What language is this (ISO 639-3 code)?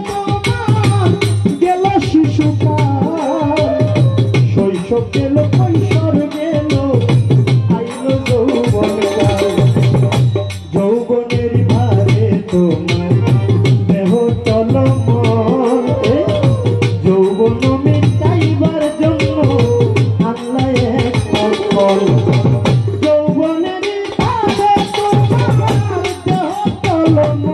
ben